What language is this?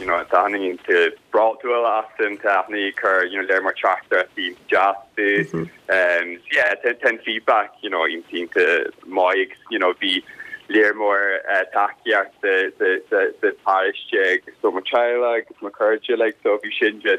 Irish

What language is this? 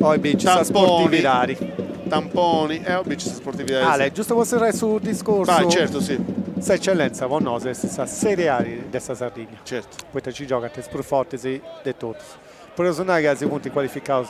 Sardinian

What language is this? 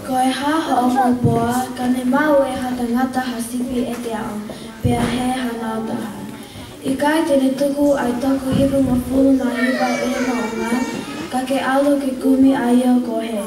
Tongan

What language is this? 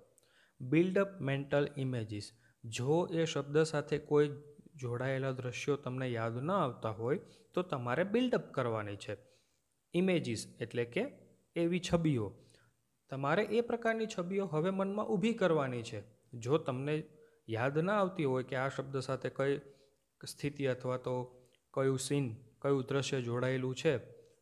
Gujarati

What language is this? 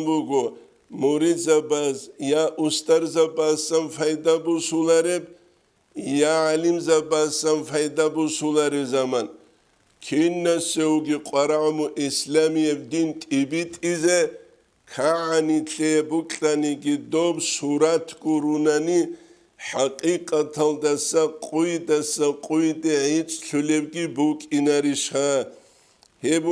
Avaric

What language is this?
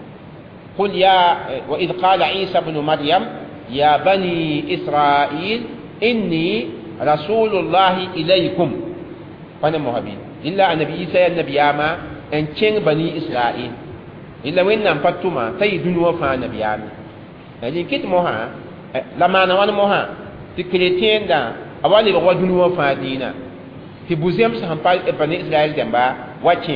Mossi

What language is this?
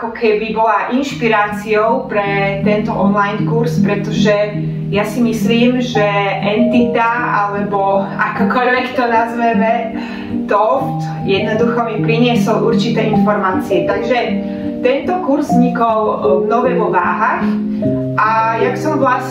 Slovak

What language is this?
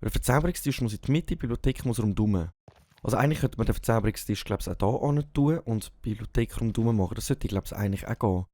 Swiss German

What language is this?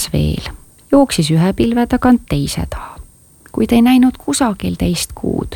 Estonian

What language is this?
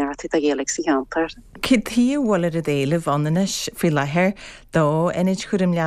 Irish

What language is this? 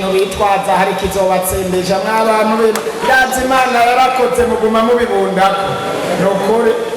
Rundi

